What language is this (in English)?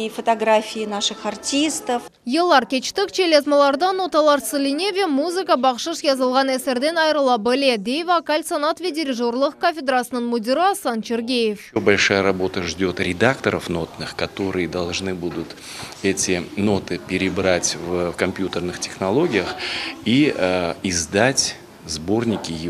Crimean Tatar